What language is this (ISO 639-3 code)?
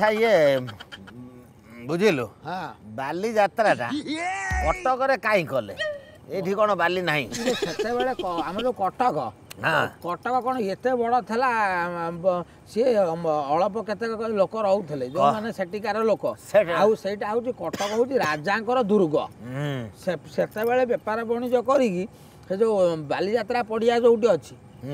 ori